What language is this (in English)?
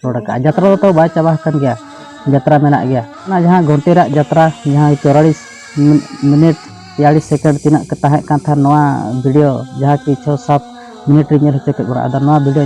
Santali